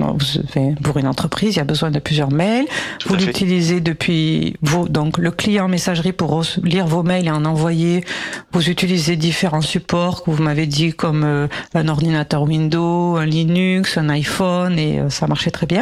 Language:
French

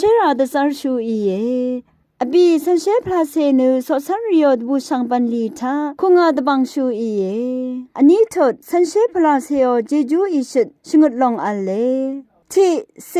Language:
Rawang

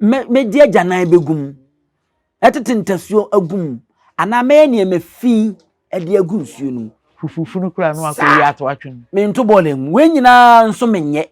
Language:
Akan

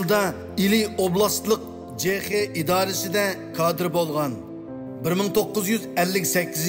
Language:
Uyghur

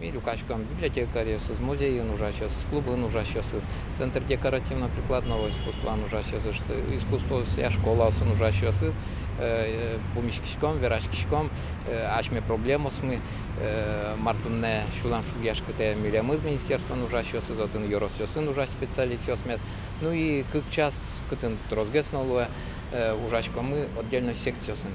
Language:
Udmurt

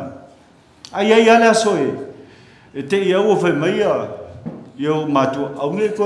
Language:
Samoan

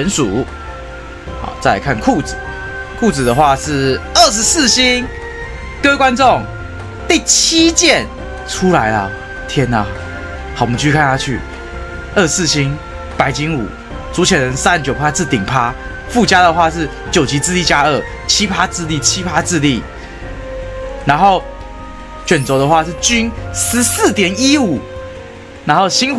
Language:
Chinese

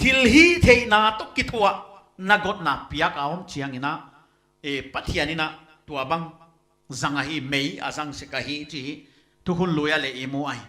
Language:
Paite Chin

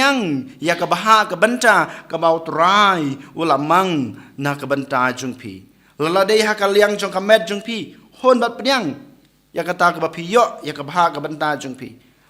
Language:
Khasi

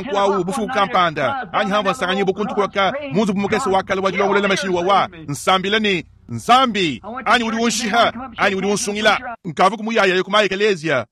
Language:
Luba-Lulua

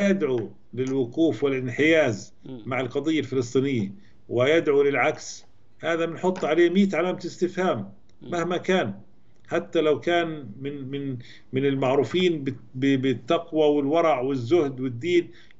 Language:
Arabic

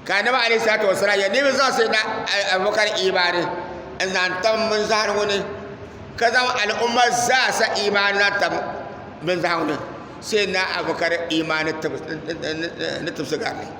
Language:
Dagbani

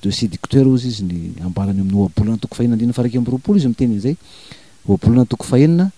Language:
Malagasy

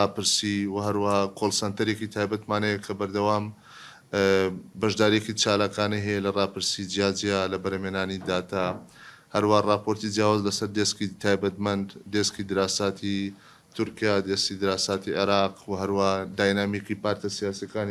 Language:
Central Kurdish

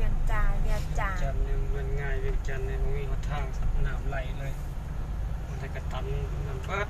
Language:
Hmong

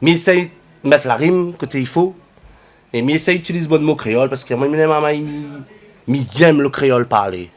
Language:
Réunion Creole French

